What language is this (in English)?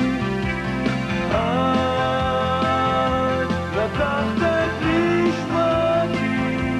Hebrew